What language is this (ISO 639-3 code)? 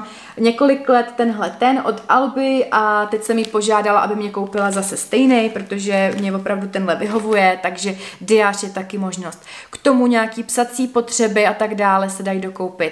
ces